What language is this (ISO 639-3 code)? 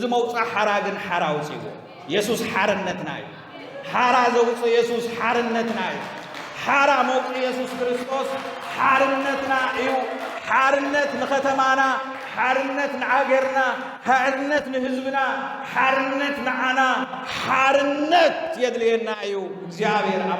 tir